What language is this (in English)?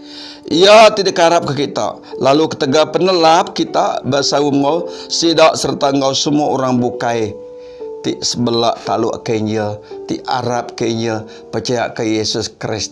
Iban